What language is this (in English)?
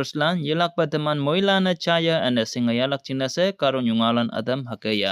Konyak Naga